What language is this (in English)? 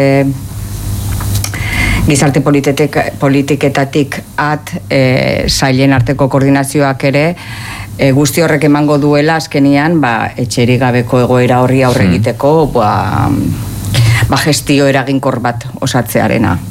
Basque